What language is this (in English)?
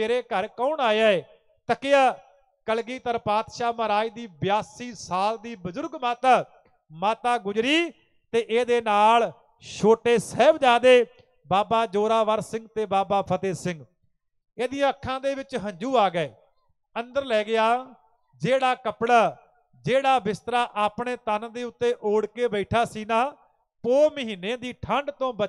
Punjabi